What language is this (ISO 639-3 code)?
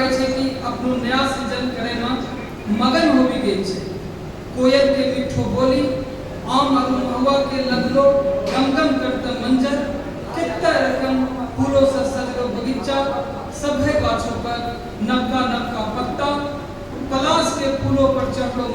anp